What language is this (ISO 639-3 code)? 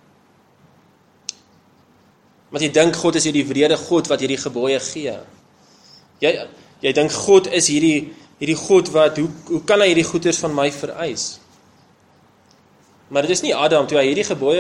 afr